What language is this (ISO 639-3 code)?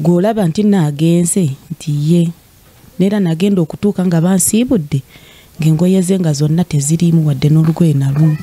lug